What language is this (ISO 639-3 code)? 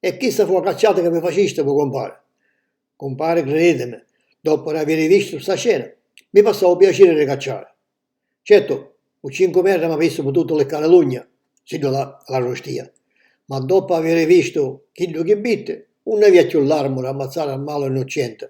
scn